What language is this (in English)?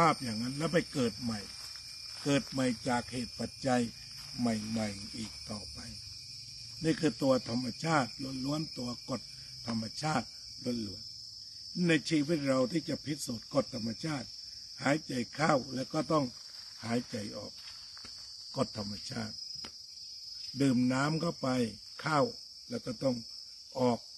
Thai